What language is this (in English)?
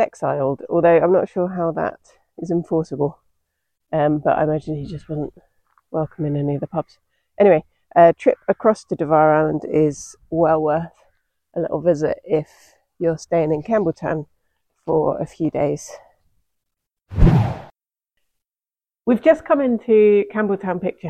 English